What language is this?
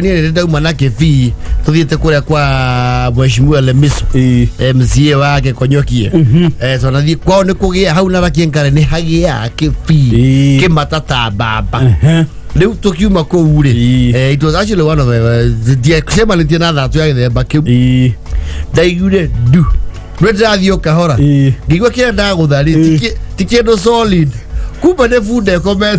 Kikuyu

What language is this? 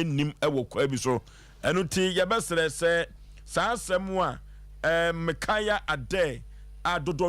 Akan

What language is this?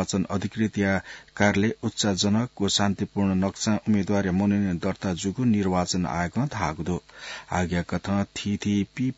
Newari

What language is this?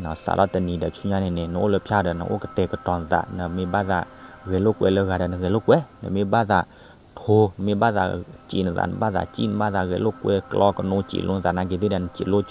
S'gaw Karen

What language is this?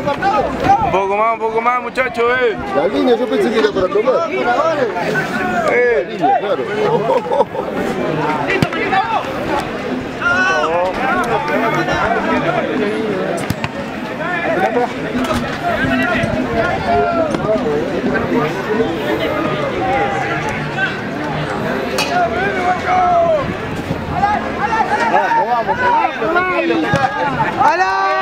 Spanish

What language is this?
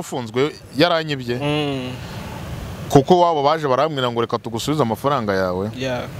Kinyarwanda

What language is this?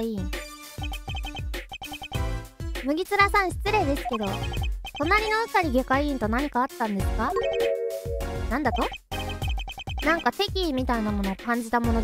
Japanese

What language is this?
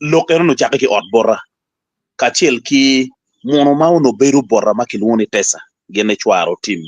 Acoli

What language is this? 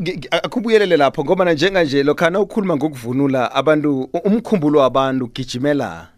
South Ndebele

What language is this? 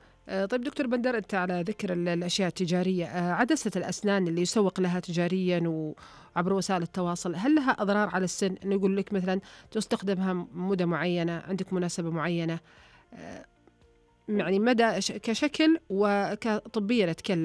Najdi Arabic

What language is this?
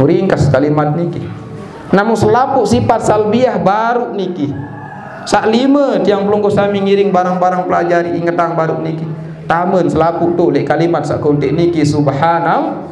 Sasak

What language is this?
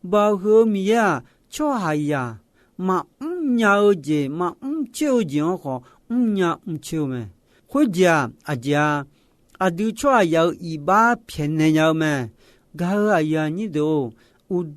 Akha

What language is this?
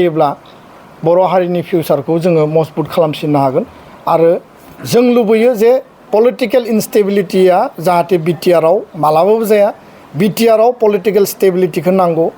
Bodo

